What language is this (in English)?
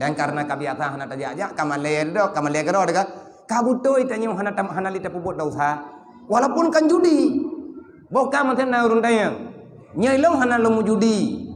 Achinese